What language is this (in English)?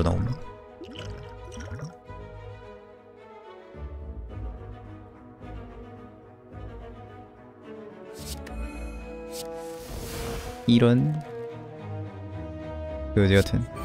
Korean